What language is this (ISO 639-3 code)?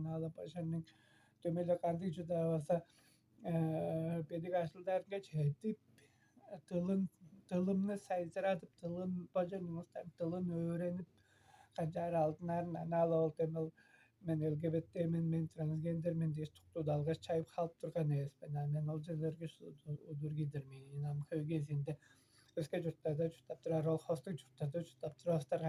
tyv